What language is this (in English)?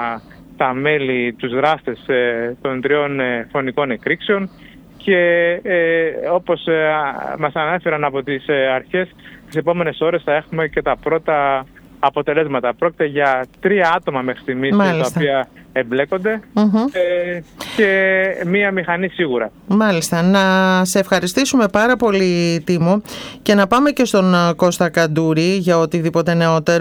Greek